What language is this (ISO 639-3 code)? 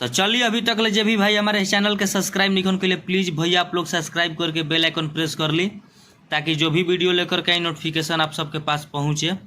bho